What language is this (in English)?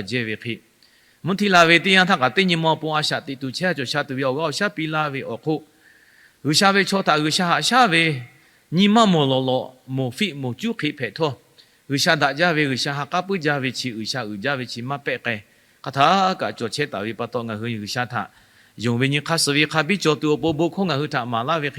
Lahu